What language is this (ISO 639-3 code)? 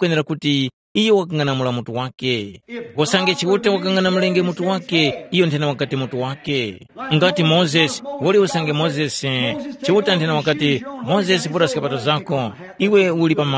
tum